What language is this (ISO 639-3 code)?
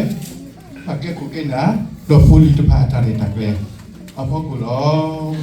ksw